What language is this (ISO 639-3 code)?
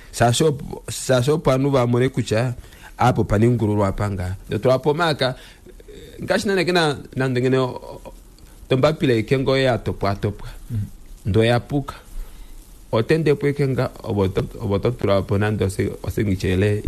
kua